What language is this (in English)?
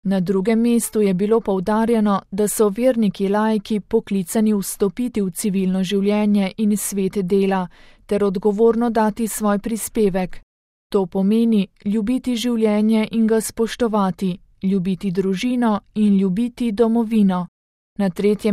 Slovenian